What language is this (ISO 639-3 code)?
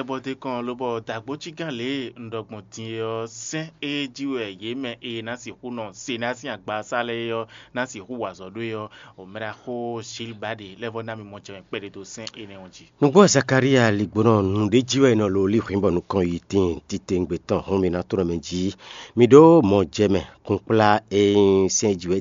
fon